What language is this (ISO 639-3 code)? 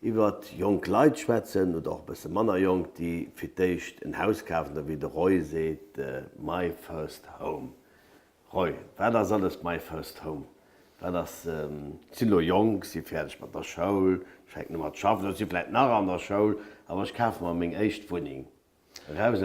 ltz